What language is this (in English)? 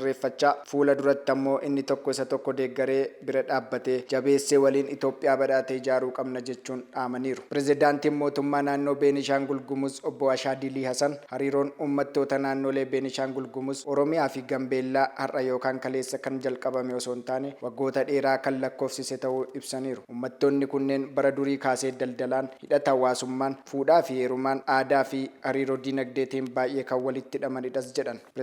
Oromo